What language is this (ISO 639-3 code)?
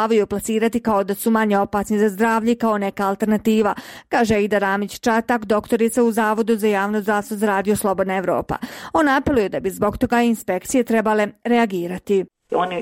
bos